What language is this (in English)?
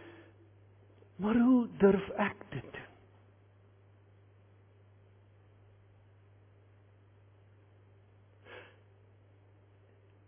Afrikaans